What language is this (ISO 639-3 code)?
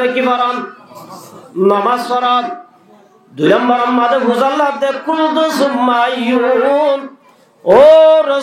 rhg